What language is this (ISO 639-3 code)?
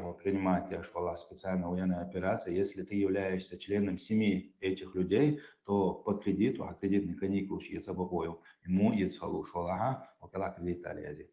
che